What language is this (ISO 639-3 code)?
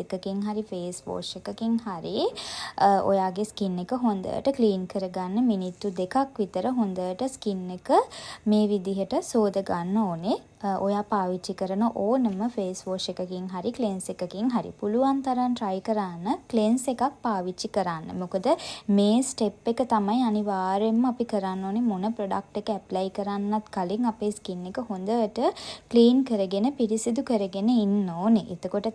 sin